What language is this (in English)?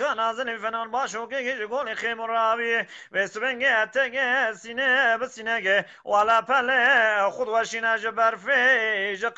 Kurdish